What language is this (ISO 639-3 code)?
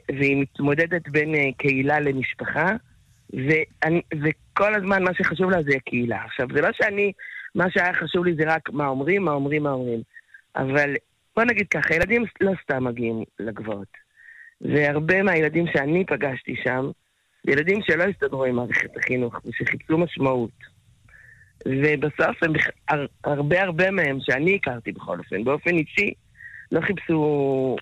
heb